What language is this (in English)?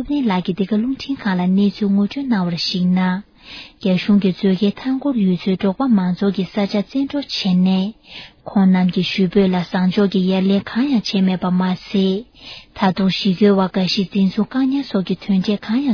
Tibetan